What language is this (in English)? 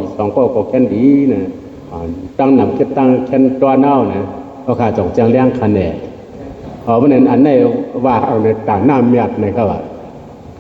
Shan